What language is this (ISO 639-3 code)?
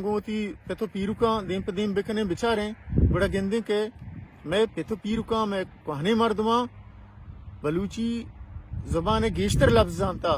bal